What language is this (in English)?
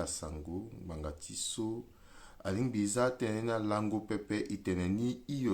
Sango